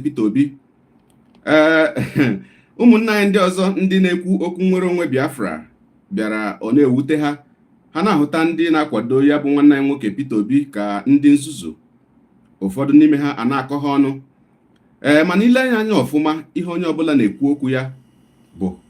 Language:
Igbo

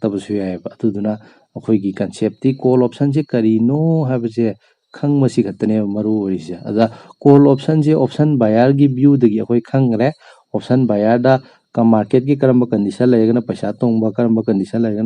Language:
Manipuri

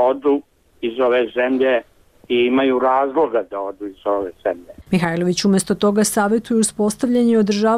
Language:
Bosnian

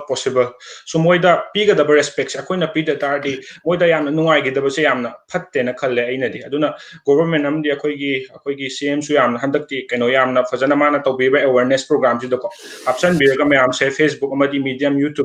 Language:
Manipuri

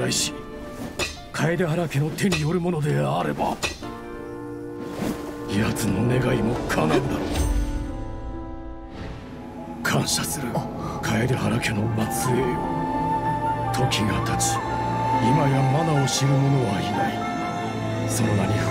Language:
Japanese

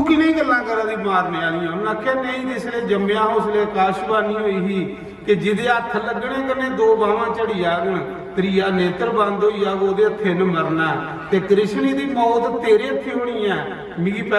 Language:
Dogri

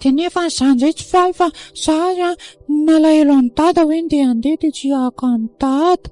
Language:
Malagasy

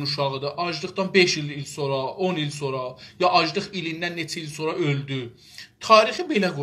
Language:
South Azerbaijani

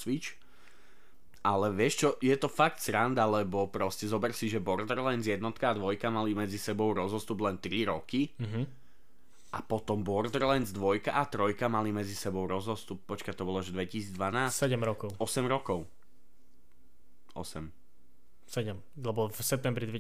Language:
Slovak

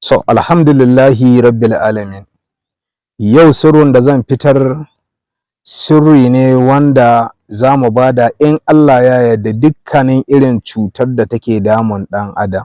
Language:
Hausa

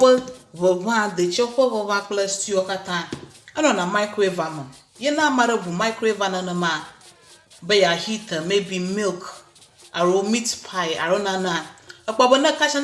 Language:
Ewe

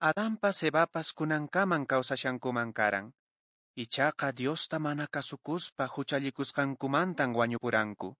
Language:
Quechua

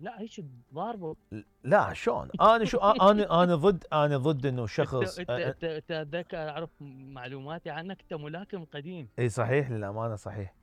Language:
Mesopotamian Arabic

